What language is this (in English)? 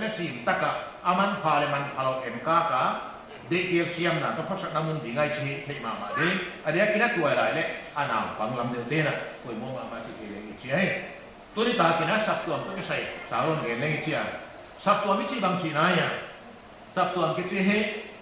Paite Chin